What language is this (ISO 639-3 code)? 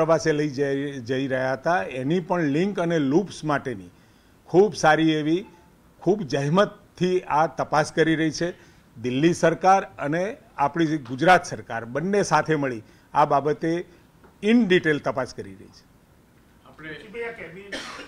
guj